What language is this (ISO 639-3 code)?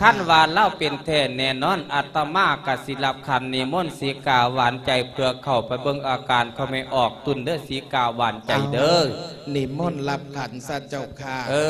lao